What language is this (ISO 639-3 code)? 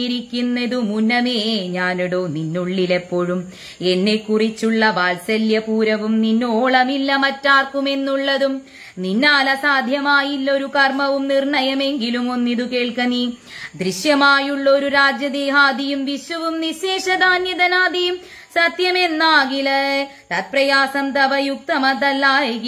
mal